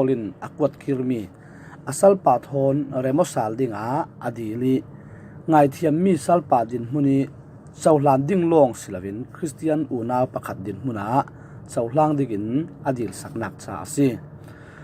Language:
Falam Chin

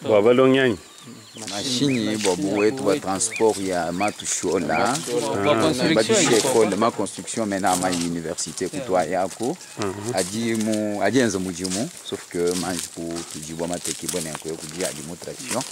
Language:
Luba-Lulua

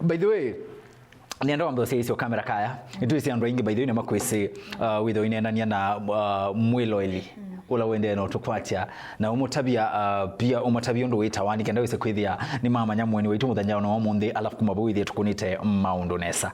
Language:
Kamba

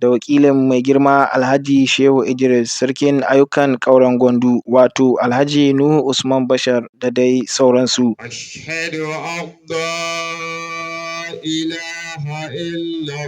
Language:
Hausa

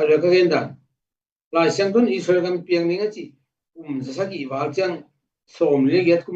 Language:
Tedim Chin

